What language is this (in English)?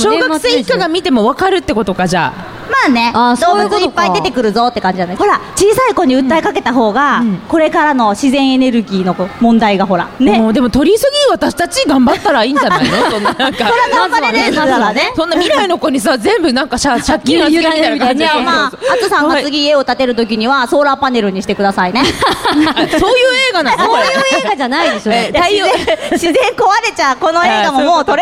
Japanese